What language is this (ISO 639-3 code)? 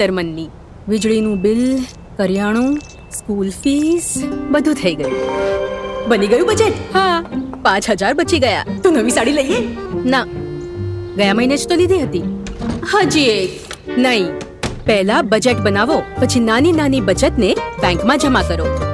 guj